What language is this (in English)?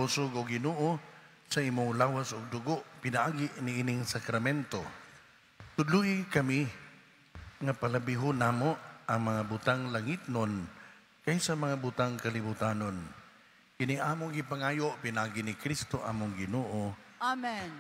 Cebuano